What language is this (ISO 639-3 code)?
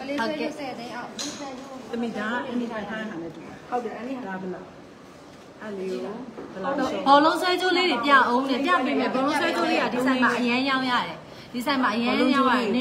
mya